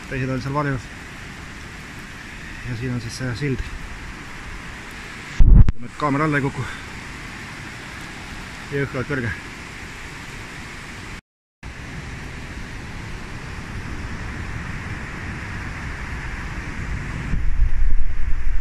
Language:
Estonian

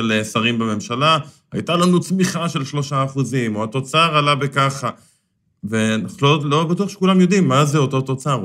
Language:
Hebrew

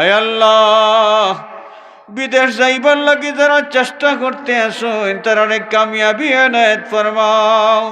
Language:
Sylheti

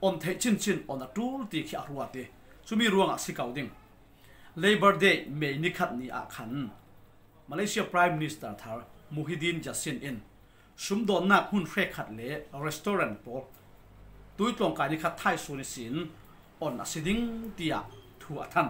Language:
Falam Chin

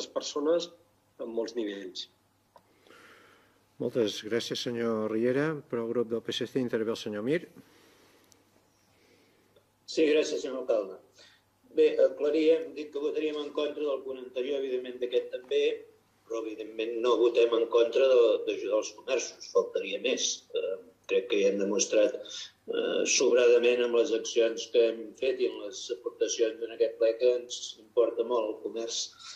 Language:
Catalan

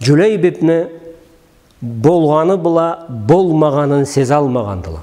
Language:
Karachay-Balkar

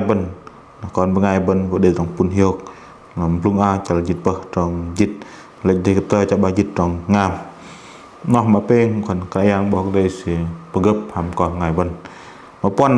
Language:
Bahnar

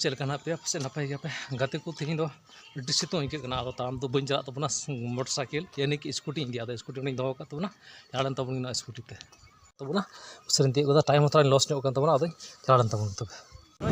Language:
Santali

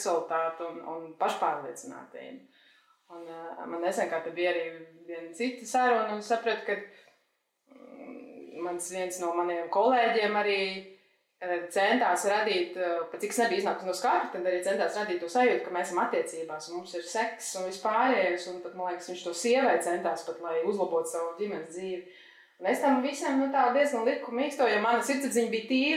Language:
Latvian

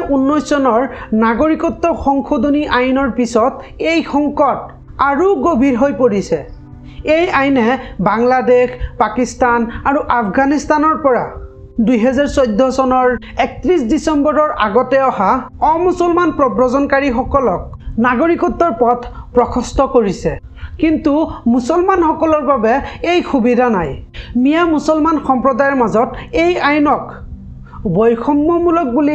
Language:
Assamese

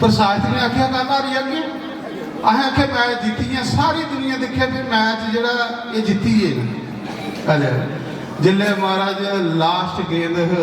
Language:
Dogri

